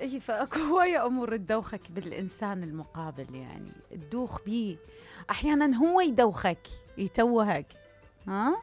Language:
Mesopotamian Arabic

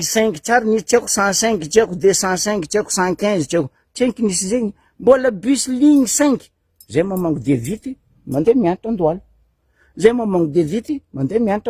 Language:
Malagasy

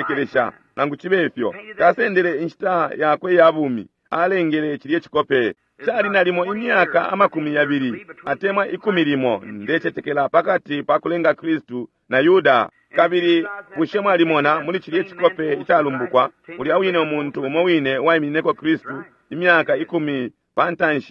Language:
Bemba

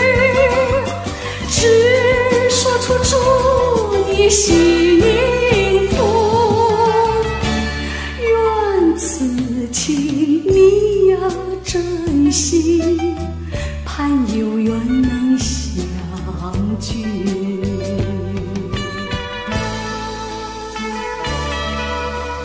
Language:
Chinese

